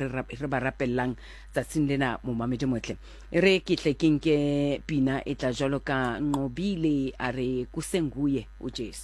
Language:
Southern Sotho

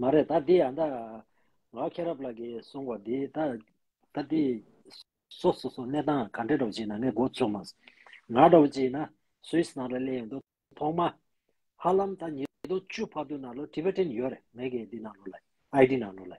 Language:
Tibetan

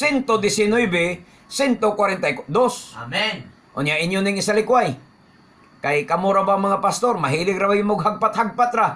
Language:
Cebuano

